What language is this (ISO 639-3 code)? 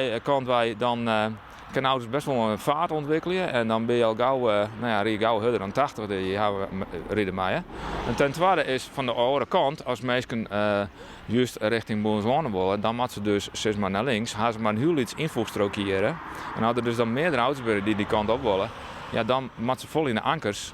fry